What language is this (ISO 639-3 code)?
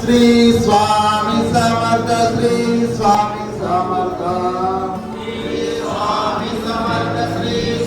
kok